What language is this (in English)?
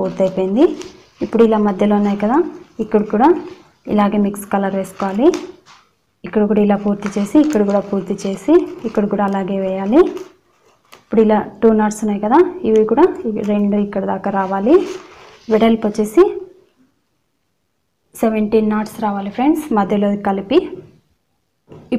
Telugu